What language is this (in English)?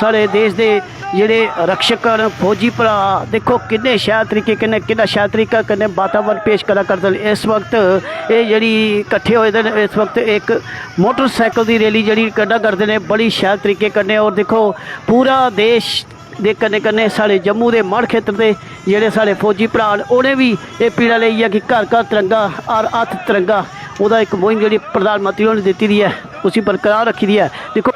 Dogri